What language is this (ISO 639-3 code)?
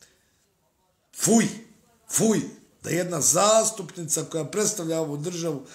bos